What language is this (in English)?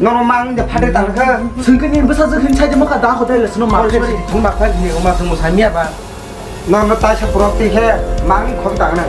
Kok Borok